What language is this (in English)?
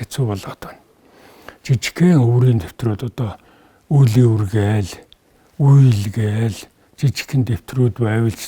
Mongolian